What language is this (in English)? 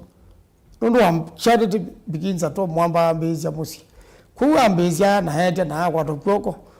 Kamba